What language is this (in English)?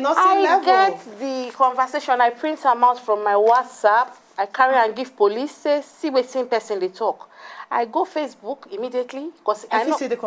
Nigerian Pidgin